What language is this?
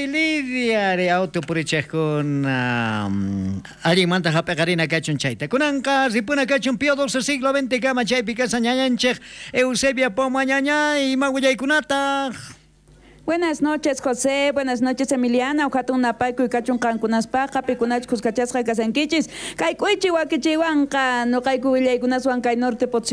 South Bolivian Quechua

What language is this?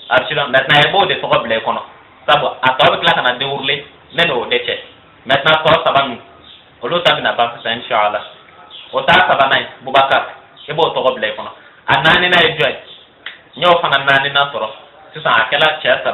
Bambara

